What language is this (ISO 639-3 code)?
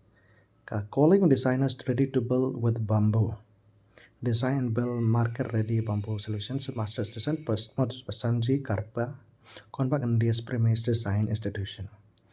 kha